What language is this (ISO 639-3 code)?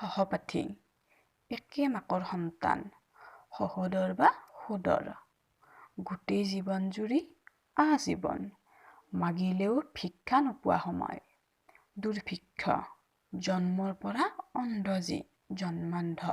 asm